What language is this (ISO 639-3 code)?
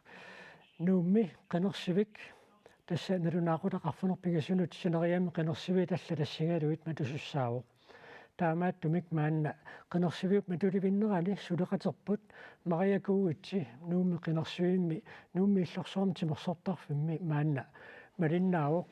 kal